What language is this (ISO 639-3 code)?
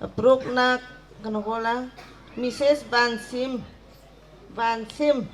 bgr